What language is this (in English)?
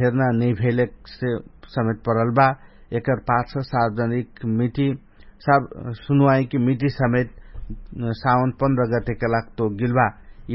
Dangaura Tharu